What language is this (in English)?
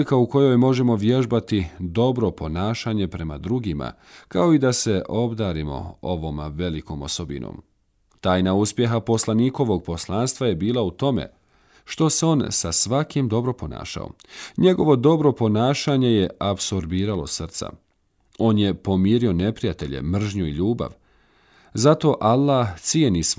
Bosnian